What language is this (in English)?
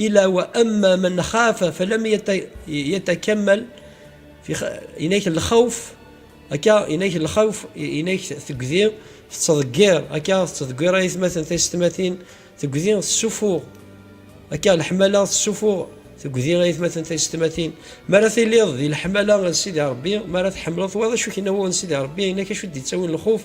Kabyle